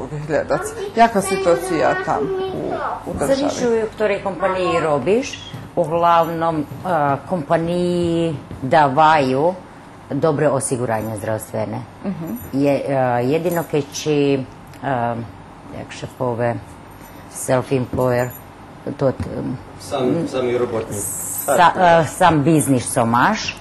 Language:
Rusyn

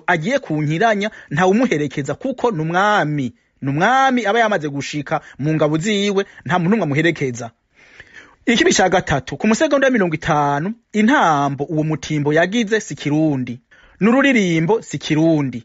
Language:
Rundi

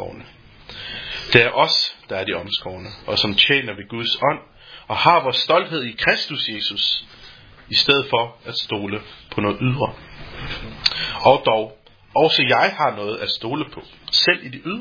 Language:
Danish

